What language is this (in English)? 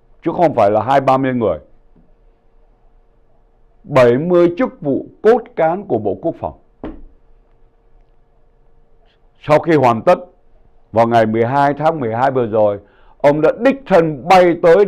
Vietnamese